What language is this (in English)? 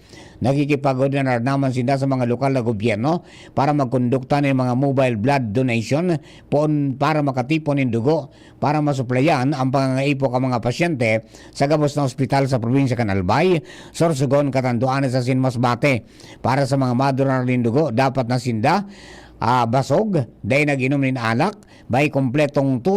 Bikol